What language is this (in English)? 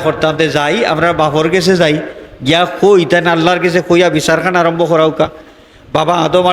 Sylheti